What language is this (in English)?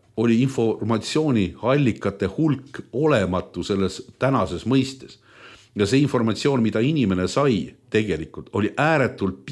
Estonian